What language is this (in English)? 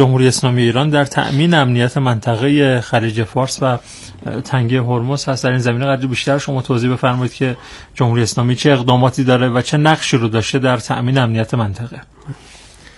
Persian